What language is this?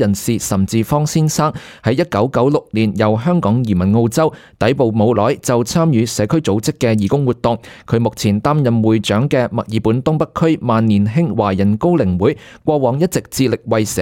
Cantonese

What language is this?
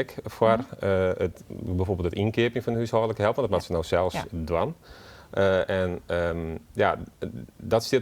Western Frisian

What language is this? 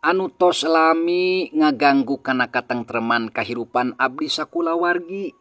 Sundanese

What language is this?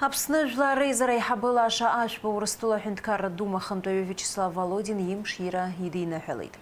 Abkhazian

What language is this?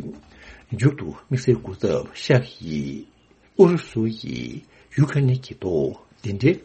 Tibetan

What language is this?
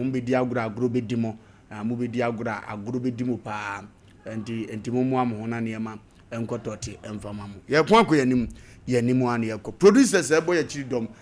Akan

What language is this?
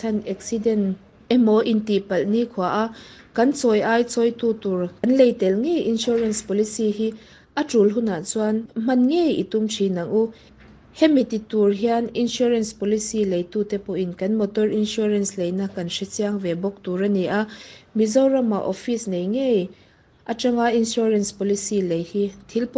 Mizo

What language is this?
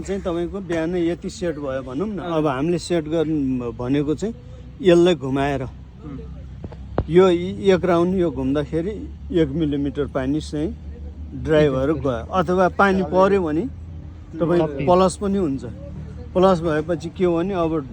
Nepali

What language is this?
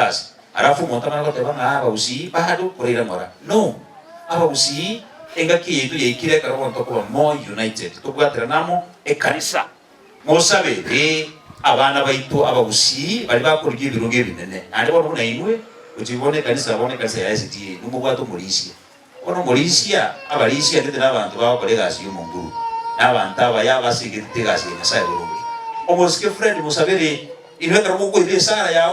Gusii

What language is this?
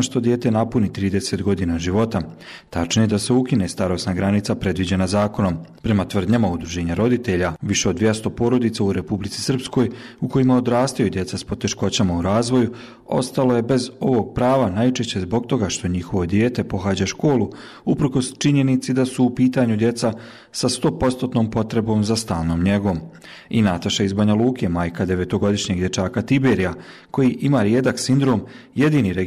Bosnian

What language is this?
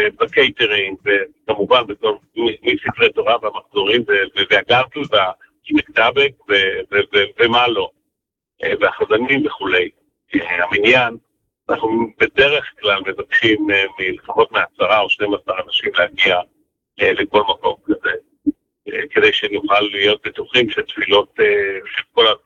Hebrew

